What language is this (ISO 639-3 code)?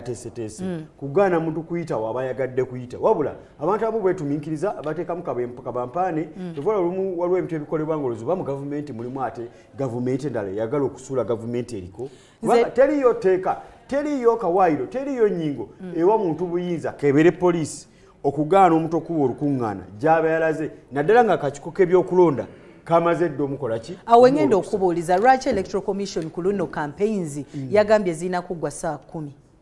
lug